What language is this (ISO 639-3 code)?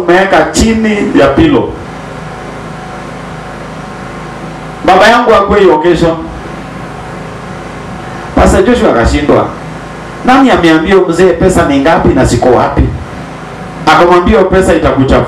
swa